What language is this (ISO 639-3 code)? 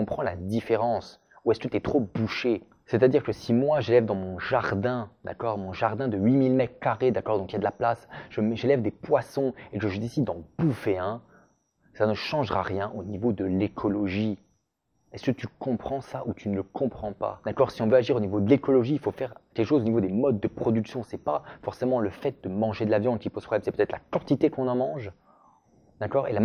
fra